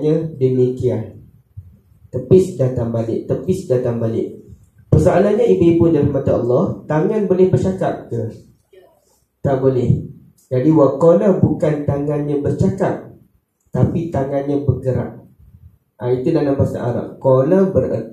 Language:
Malay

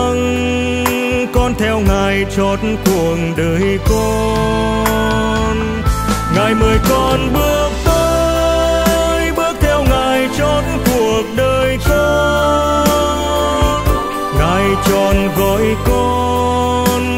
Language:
Vietnamese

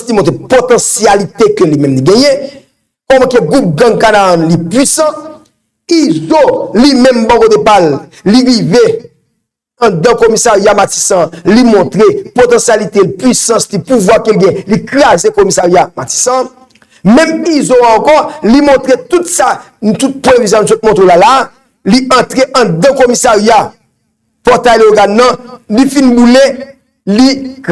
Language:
Haitian Creole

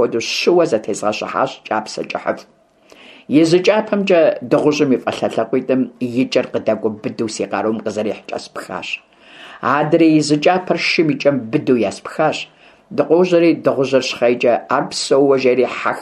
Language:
Kabardian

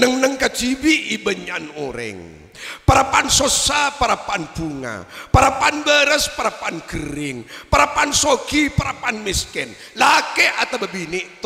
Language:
Madurese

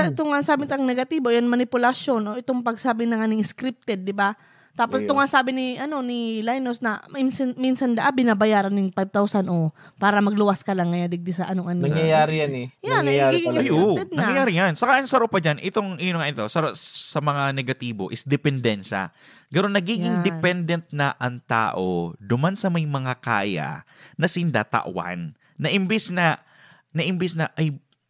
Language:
Bikol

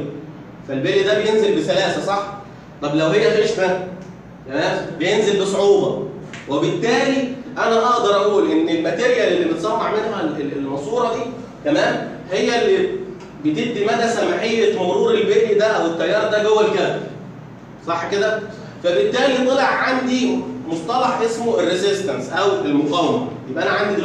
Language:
Egyptian Arabic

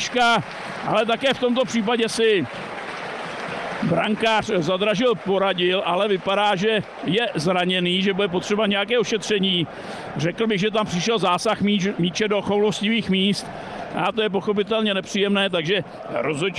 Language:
Czech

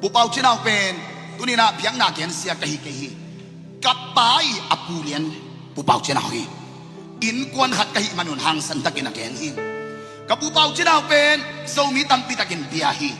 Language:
Tedim Chin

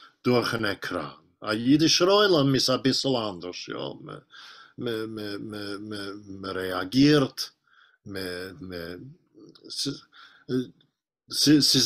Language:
Yiddish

